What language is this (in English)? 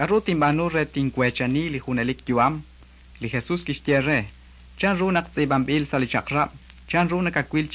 Kekchí